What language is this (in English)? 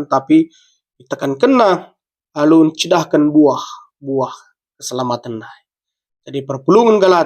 Batak Karo